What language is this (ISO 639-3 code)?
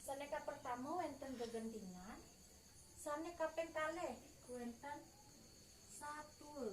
ban